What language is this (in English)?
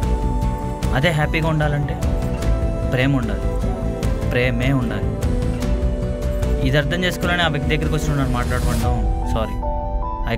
Telugu